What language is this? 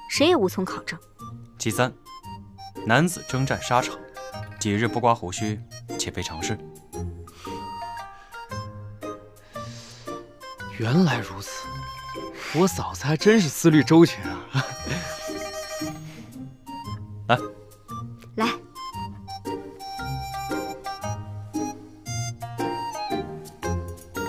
Chinese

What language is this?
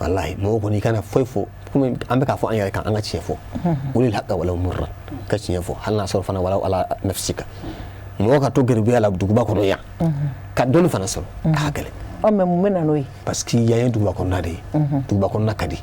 Bambara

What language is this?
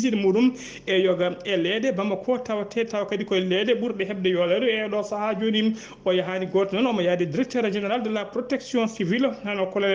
Fula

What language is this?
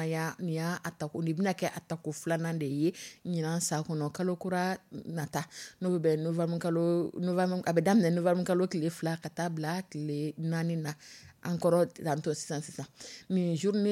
Dyula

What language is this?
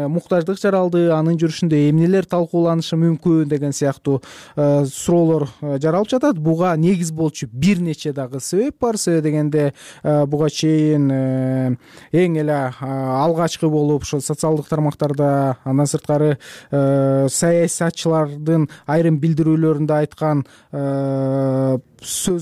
Kyrgyz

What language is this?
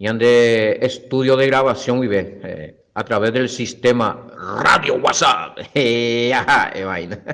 Guarani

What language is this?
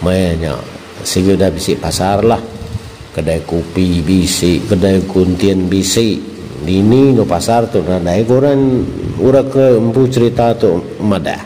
Iban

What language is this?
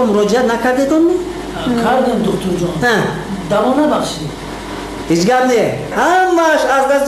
Tajik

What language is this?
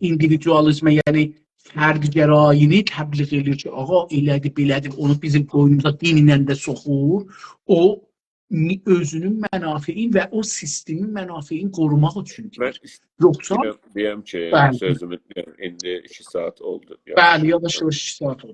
South Azerbaijani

